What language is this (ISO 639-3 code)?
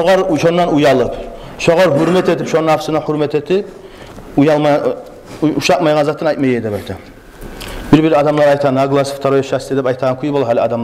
kum